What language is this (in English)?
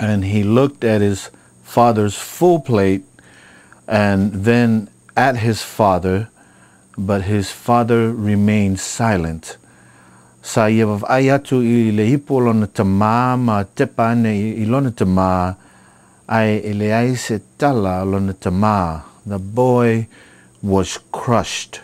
Samoan